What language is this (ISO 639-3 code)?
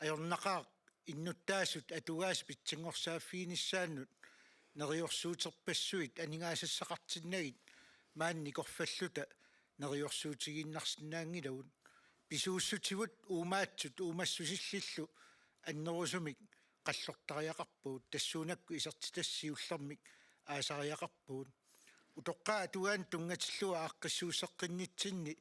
kal